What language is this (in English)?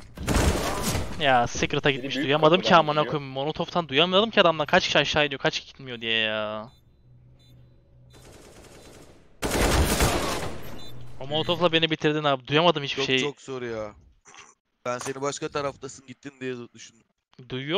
Turkish